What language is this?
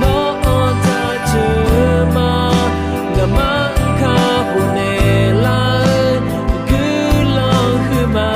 Akha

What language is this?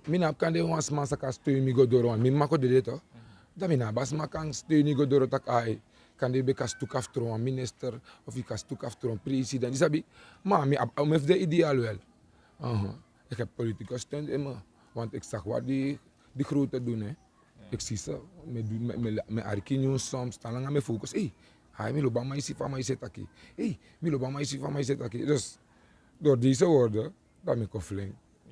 Sranan Tongo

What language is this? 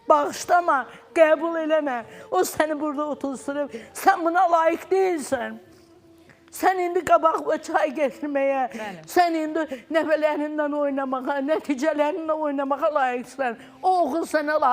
Azerbaijani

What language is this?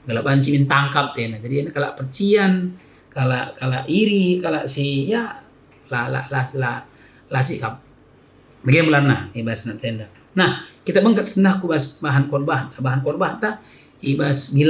Batak Karo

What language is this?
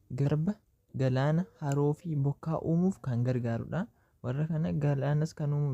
Oromo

